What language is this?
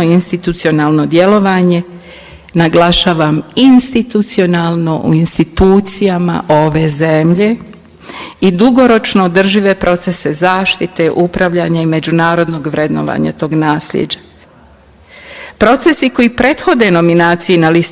Bosnian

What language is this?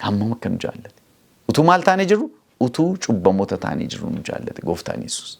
Oromo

